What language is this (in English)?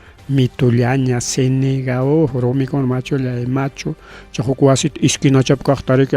Ayacucho Quechua